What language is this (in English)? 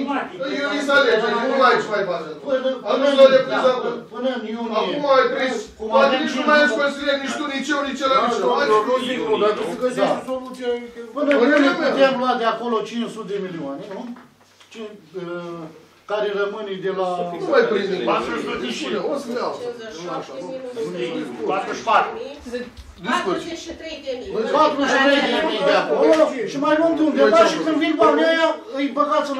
Romanian